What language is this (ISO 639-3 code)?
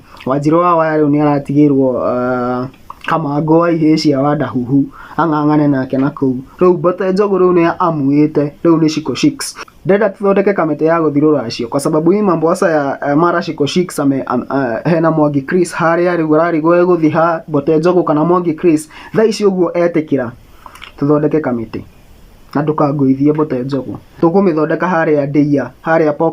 kik